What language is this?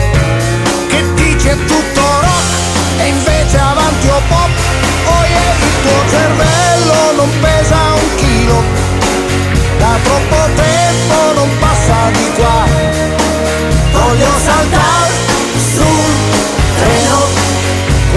Italian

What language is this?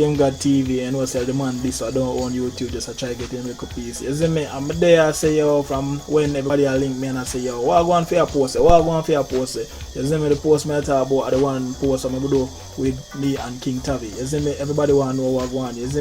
Jamaican Creole English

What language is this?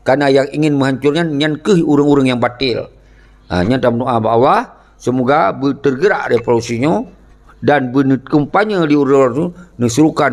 Achinese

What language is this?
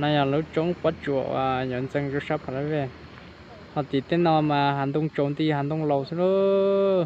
Hmong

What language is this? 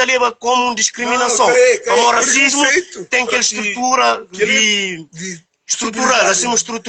Kabuverdianu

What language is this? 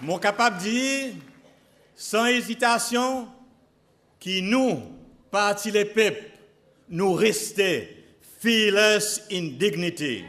Seselwa Creole French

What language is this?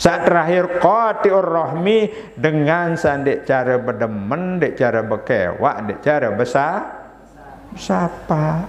Sasak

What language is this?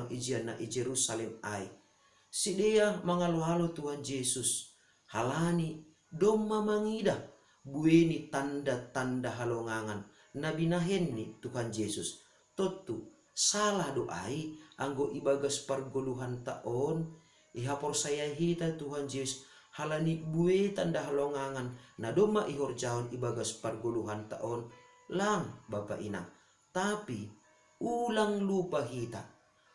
Batak Simalungun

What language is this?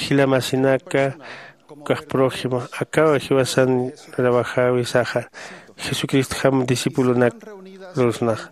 Aymara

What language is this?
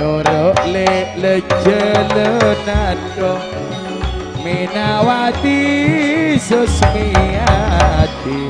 Madurese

